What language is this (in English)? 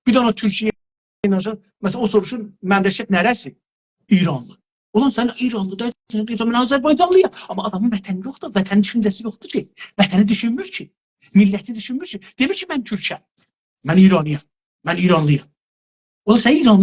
South Azerbaijani